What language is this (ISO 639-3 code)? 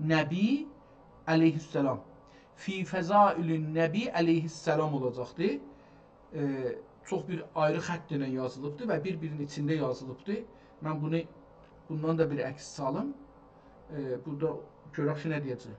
azb